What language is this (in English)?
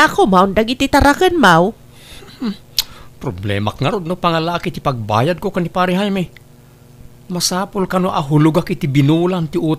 Iloko